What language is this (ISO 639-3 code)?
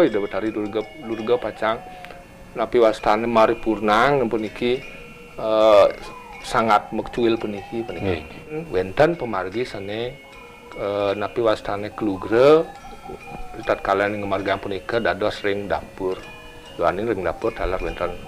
ban